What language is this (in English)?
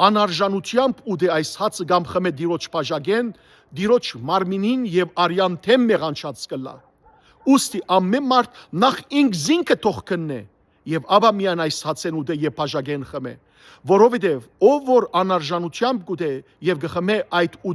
Western Armenian